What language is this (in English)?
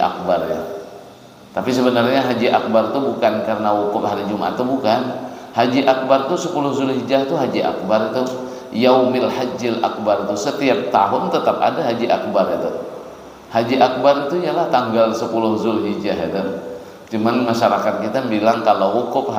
Banjar